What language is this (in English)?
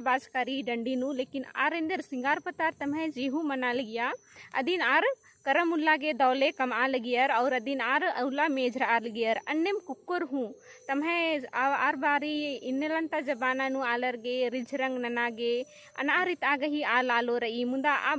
Kurukh